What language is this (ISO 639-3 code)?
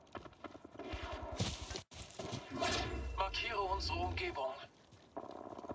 deu